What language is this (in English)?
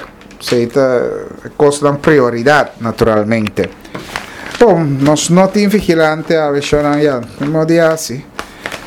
Papiamento